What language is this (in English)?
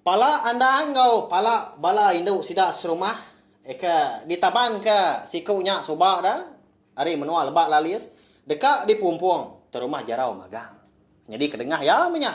Iban